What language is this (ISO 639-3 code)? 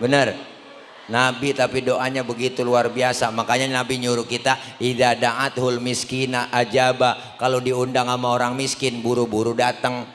bew